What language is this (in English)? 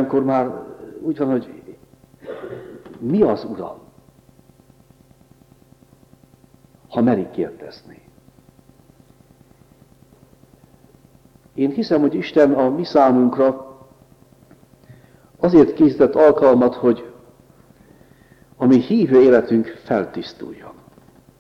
Hungarian